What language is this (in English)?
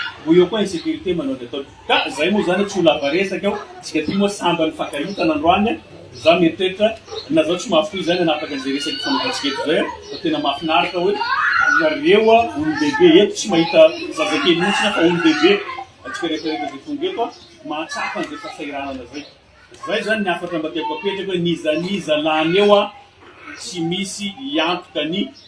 Malagasy